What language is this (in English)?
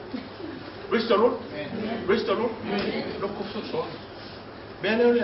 Samoan